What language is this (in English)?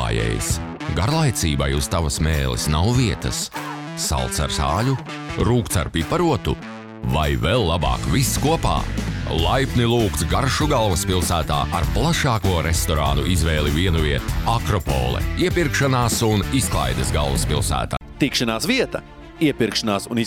Latvian